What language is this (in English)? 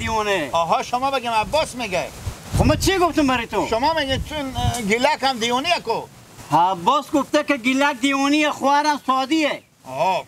Persian